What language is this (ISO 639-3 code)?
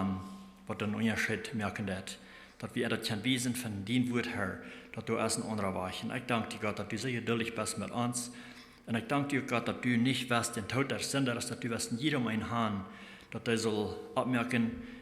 pdt